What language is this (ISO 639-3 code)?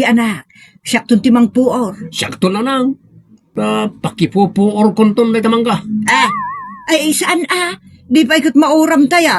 ilo